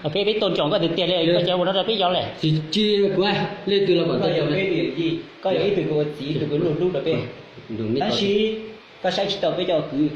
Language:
Hmong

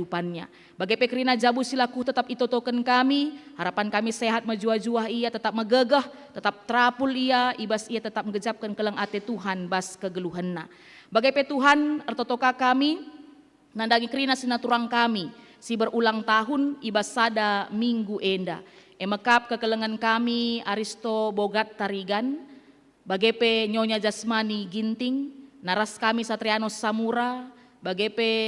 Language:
Batak Karo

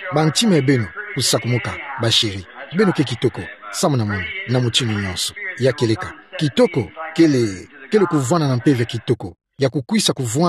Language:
Kituba (Democratic Republic of Congo)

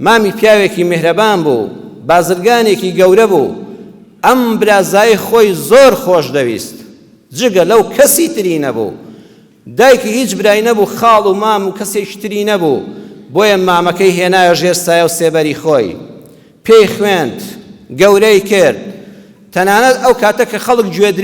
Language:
Central Kurdish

